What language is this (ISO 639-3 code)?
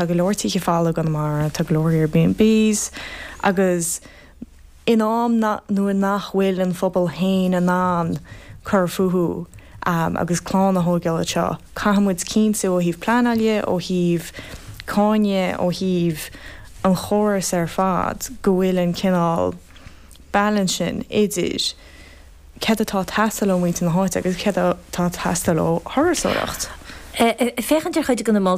gle